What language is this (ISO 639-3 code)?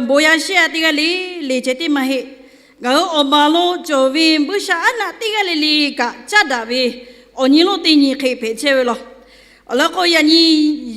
lhu